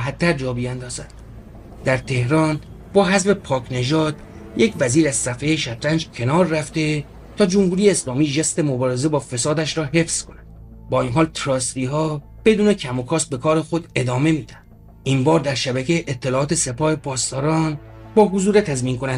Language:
Persian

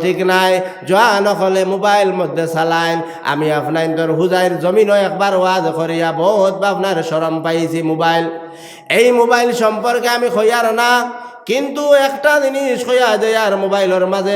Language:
Sylheti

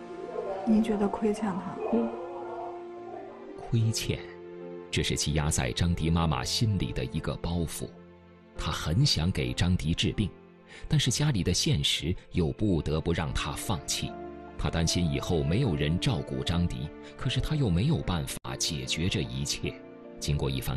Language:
Chinese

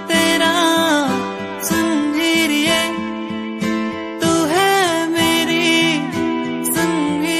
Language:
Hindi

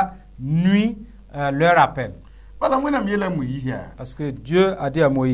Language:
Mossi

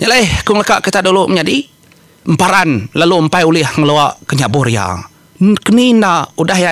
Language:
Iban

